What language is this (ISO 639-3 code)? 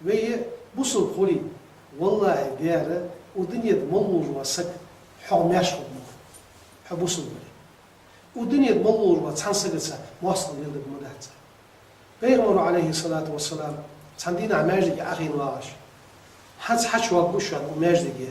inh